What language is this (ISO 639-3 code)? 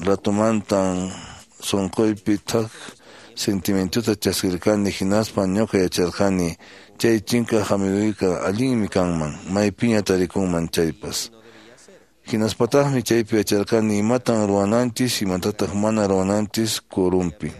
que